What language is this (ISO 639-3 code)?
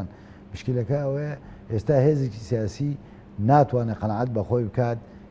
ckb